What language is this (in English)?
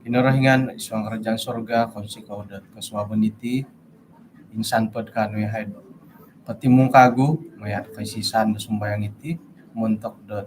Central Dusun